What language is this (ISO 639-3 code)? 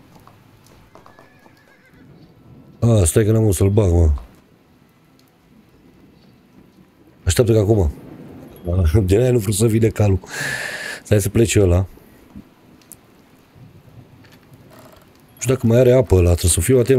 ron